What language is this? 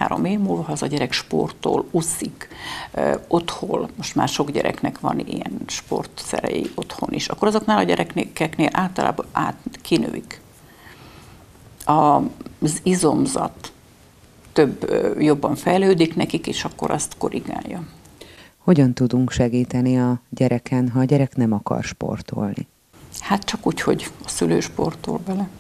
Hungarian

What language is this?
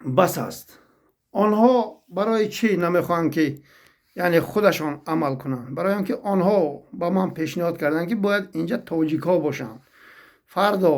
Tajik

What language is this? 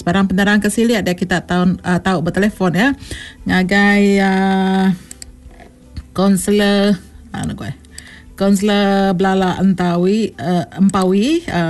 Iban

